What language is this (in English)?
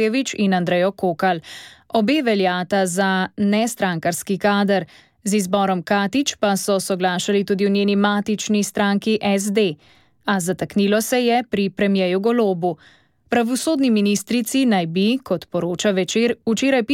Slovenian